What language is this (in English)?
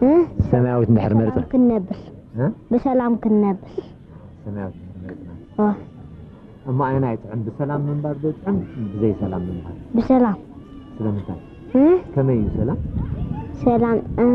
Tigrinya